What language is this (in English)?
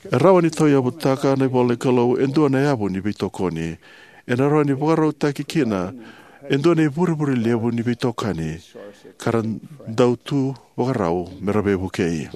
Fijian